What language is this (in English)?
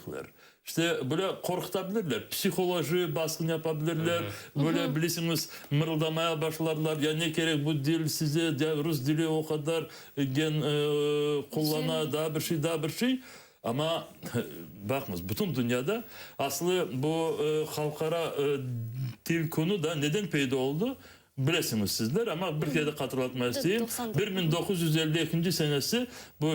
Crimean Tatar